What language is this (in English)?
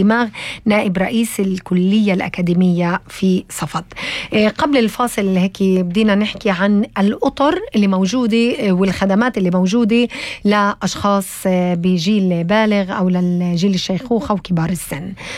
North Levantine Arabic